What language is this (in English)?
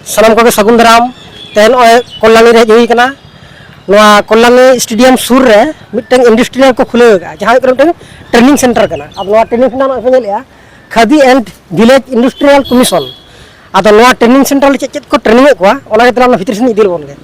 Santali